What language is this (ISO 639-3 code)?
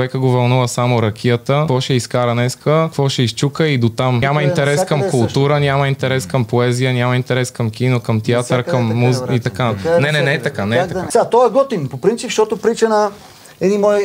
bul